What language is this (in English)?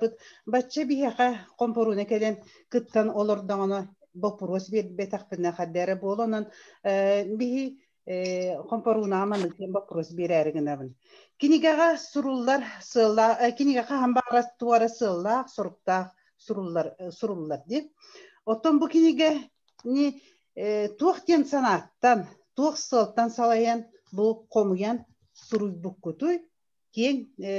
Yakut